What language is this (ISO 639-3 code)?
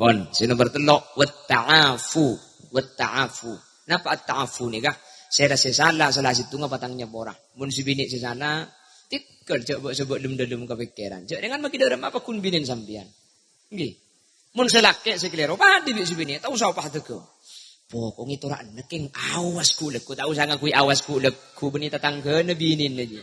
mad